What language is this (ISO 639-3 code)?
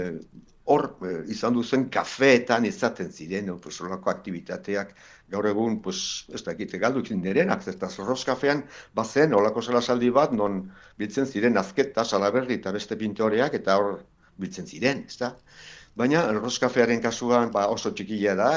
eus